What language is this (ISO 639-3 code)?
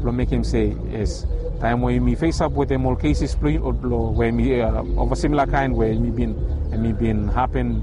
bis